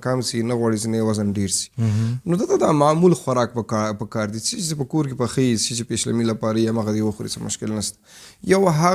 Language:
Pashto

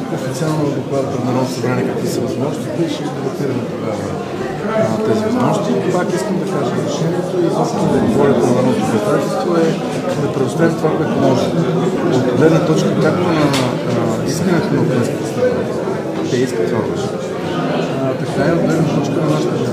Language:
Bulgarian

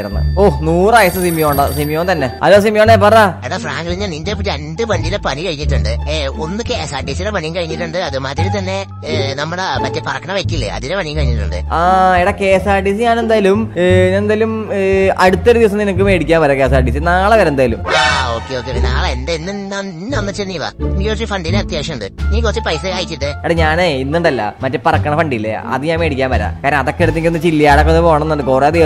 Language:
Malayalam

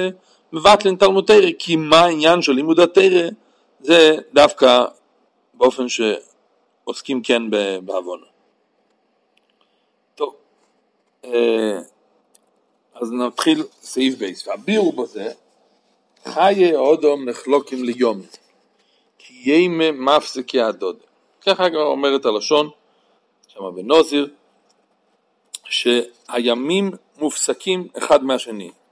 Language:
Hebrew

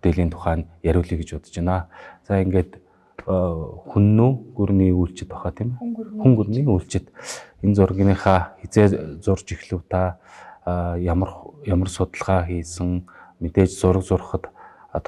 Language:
Mongolian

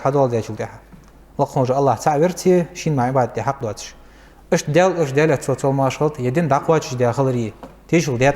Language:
Ingush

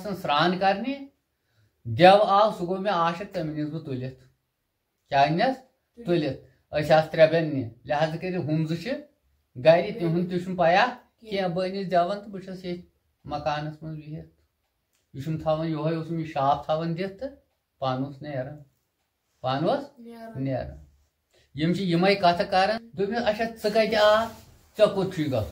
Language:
Kashmiri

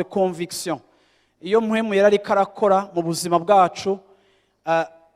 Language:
Rundi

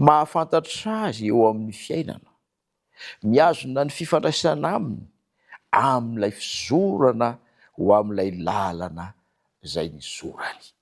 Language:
Malagasy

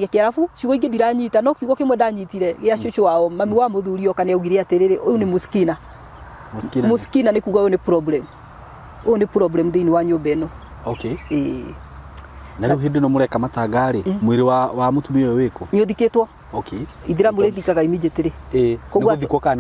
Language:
Kikuyu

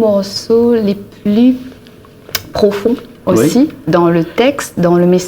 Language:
Réunion Creole French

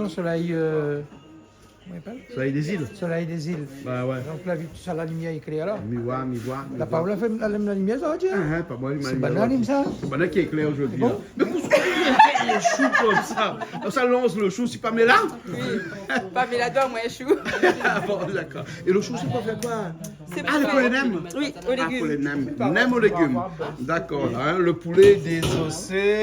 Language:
Réunion Creole French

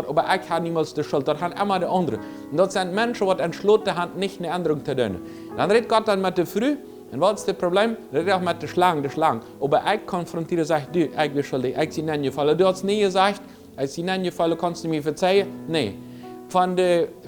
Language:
Plautdietsch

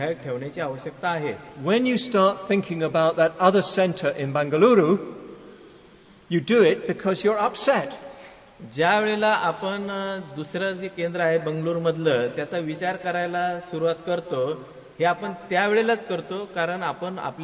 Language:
Marathi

